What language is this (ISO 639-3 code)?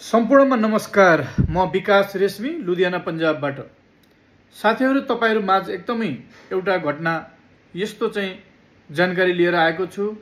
nep